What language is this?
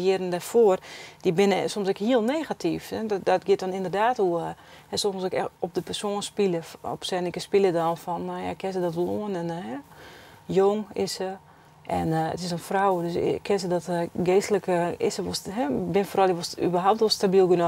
Western Frisian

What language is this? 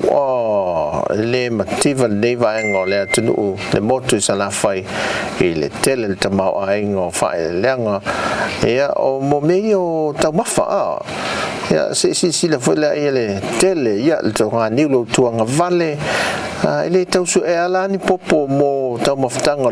Samoan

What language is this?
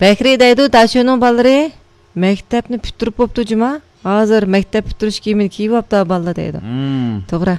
Uyghur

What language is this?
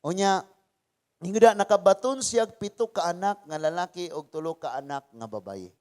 Cebuano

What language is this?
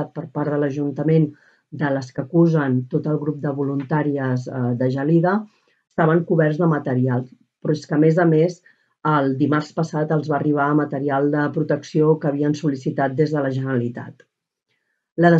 Catalan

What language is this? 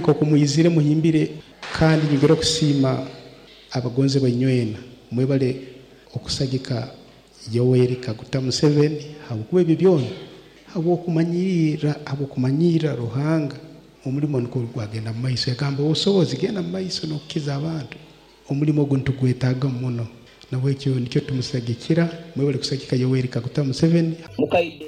Nyoro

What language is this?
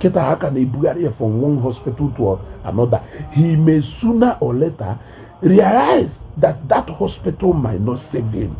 Igbo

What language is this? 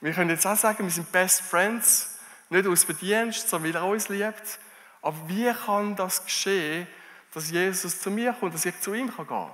Swiss German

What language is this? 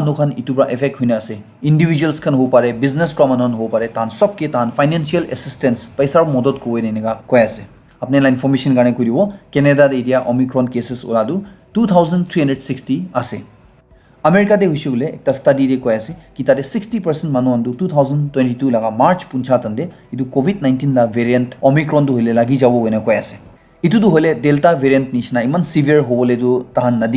Naga Pidgin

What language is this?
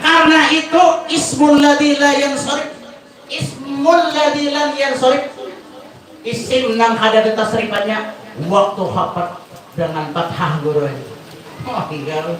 Banjar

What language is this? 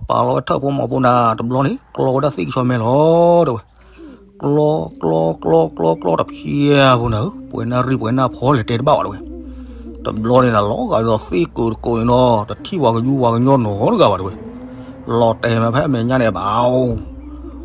S'gaw Karen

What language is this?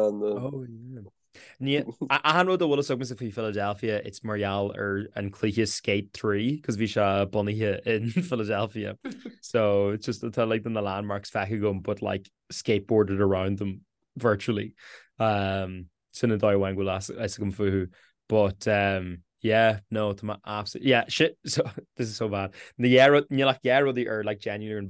Irish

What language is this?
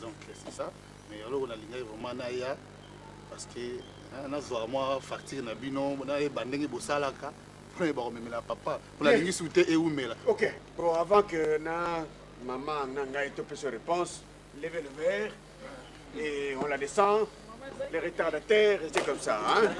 Lingala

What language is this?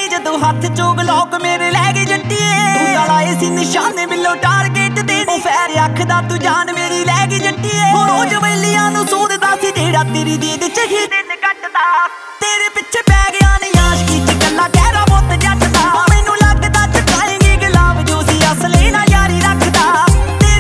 Punjabi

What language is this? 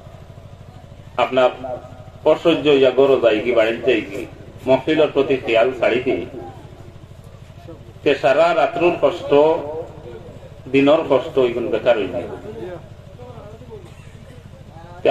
Sylheti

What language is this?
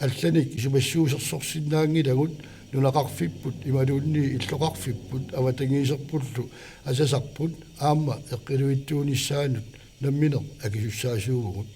Kalaallisut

